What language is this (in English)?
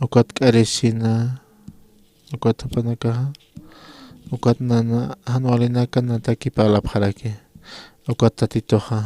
Aymara